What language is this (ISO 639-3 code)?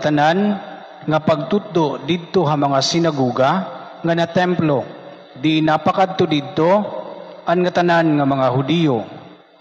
war